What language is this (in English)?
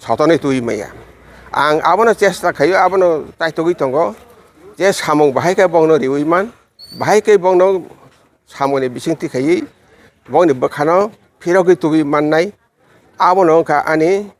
Kok Borok